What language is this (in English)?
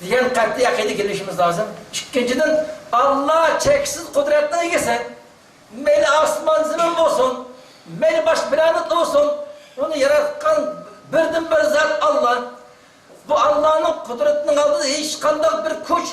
Uyghur